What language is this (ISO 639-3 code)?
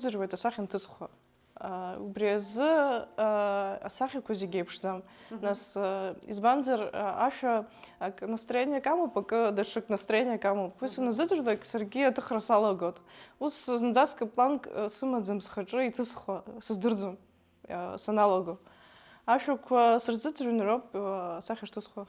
abk